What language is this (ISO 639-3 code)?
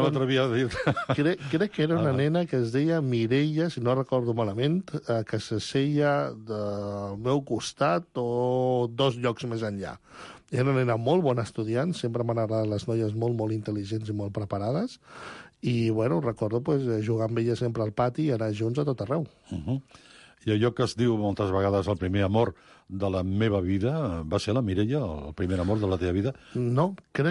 cat